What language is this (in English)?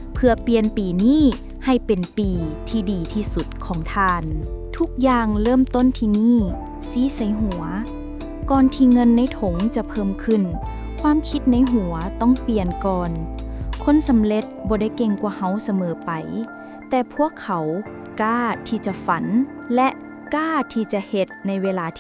Lao